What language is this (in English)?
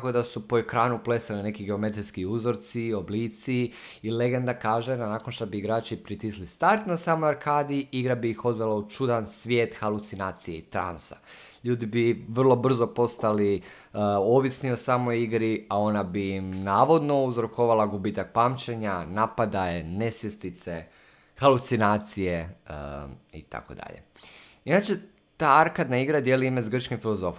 Croatian